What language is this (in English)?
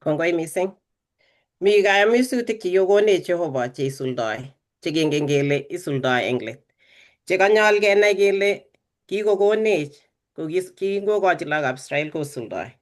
Kalenjin